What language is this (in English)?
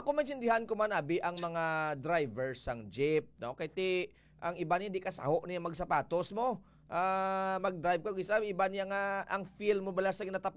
Hiligaynon